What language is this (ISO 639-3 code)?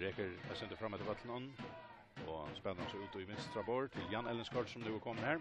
fao